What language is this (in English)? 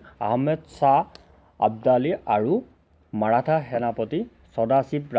Assamese